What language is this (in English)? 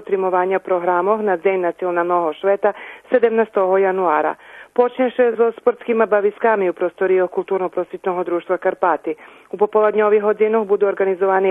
Rusyn